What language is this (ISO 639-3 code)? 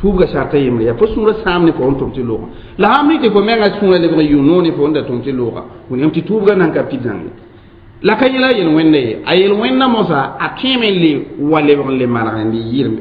mos